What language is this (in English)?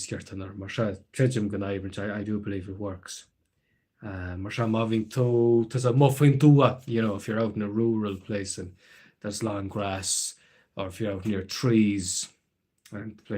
Irish